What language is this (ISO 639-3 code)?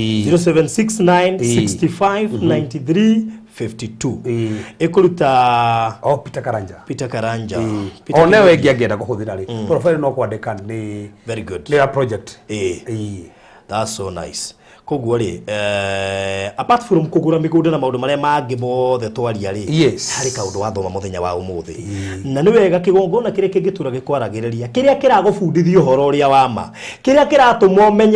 kik